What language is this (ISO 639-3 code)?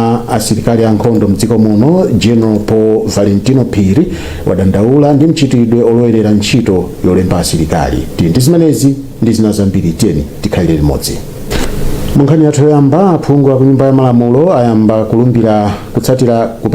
nya